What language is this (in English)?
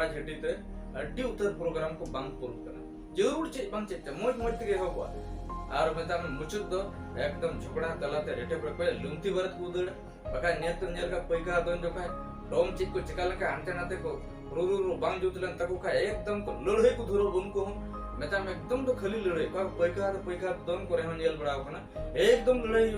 Santali